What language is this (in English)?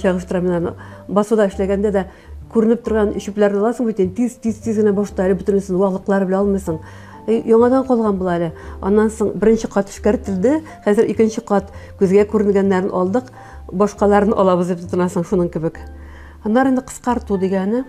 Tatar